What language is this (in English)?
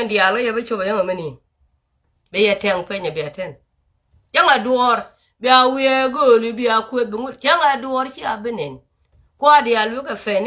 Nuer